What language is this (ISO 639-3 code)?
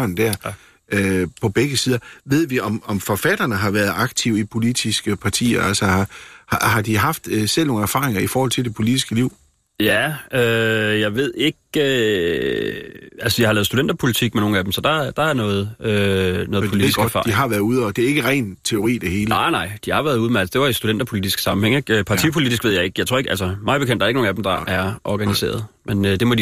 dan